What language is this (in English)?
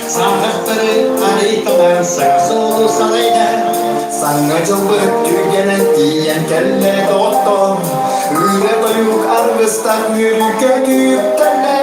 Yakut